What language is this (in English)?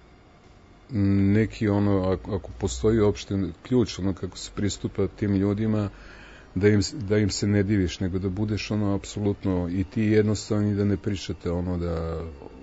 Serbian